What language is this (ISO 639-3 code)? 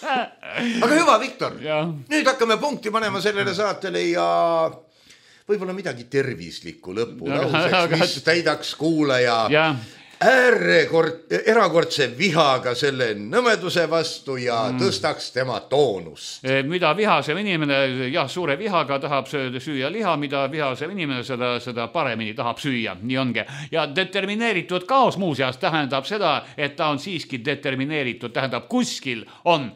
est